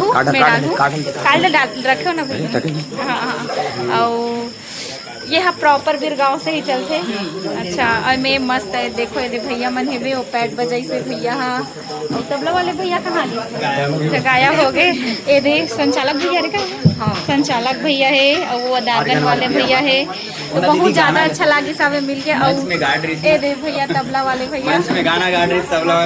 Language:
Chhattisgarhi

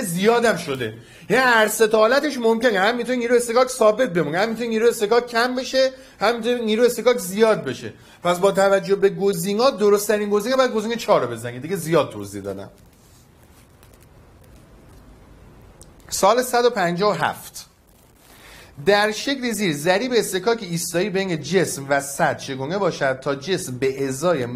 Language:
Persian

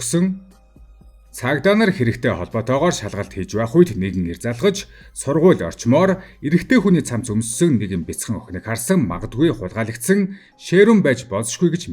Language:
Mongolian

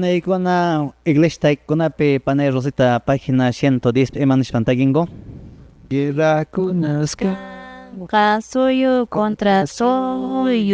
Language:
Quechua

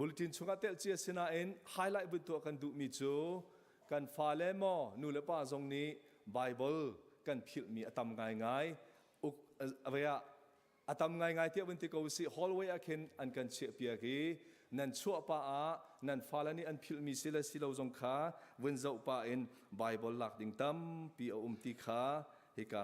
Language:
Hakha Chin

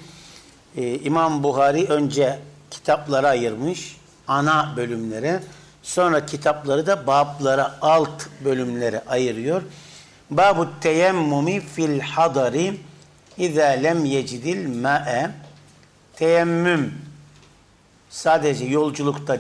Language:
Turkish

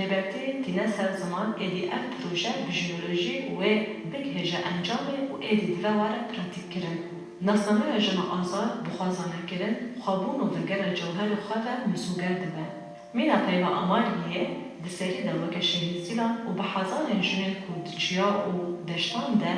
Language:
Kurdish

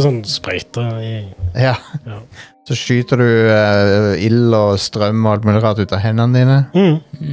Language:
Norwegian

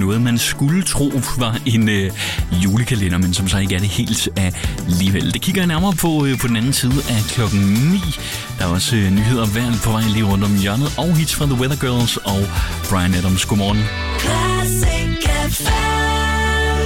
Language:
Danish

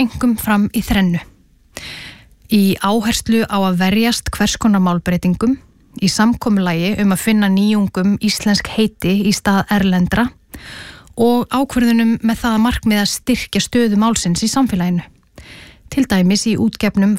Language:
Icelandic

